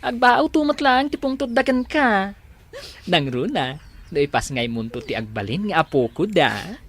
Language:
Iloko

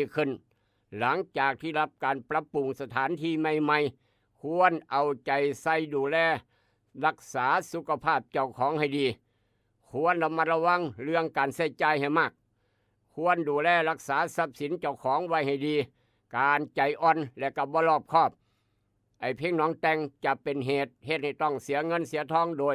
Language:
Northeastern Thai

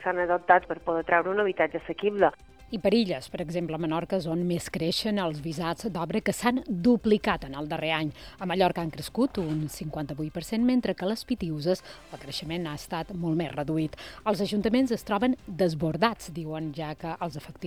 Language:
Catalan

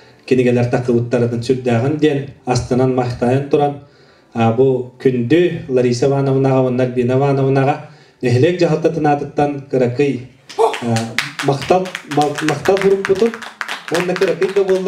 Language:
Yakut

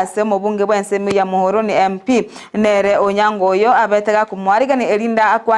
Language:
Gusii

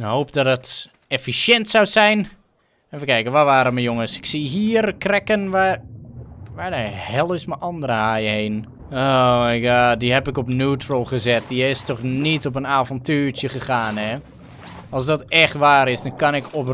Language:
Dutch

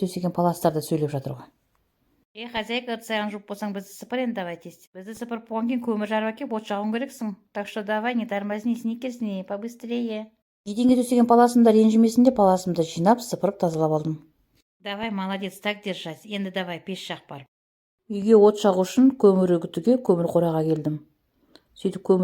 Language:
Kazakh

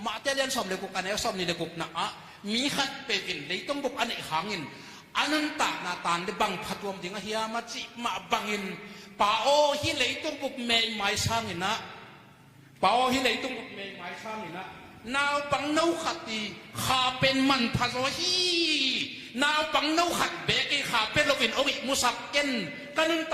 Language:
Tedim Chin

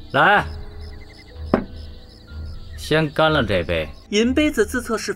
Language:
Chinese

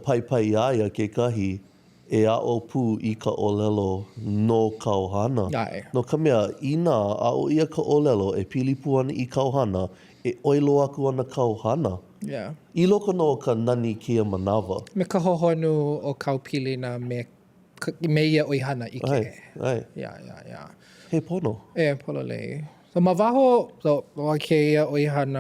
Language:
Hawaiian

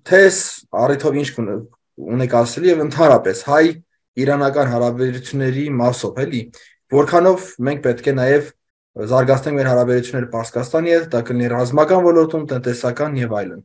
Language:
Armenian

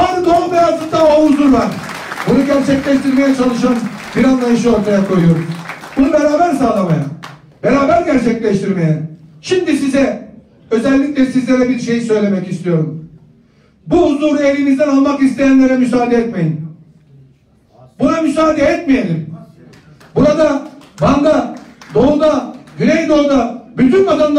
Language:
Turkish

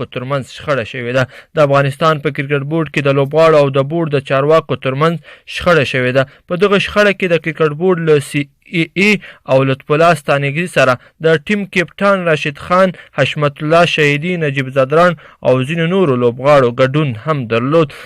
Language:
Pashto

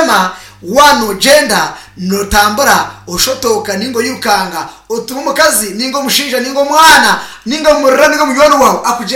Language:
Nyankole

